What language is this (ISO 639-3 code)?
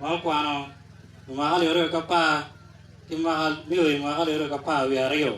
ach